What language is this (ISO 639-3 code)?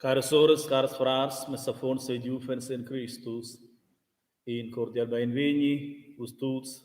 roh